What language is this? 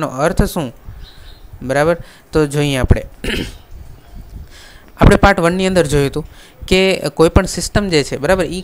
Gujarati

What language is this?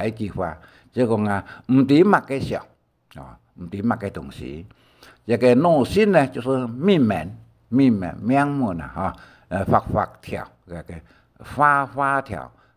Hakka Chinese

